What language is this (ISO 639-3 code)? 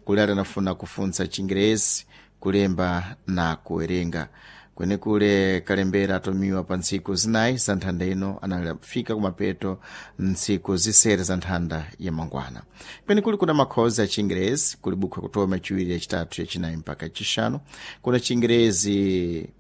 seh